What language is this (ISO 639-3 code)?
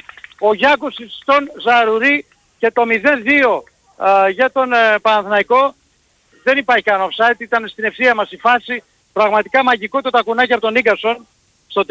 ell